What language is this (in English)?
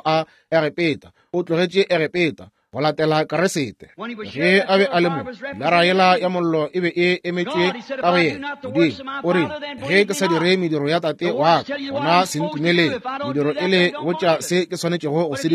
Northern Sotho